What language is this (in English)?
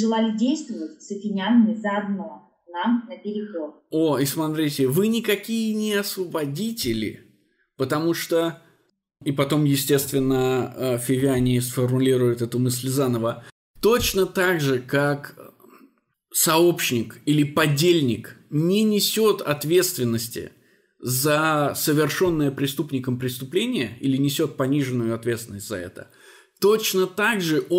Russian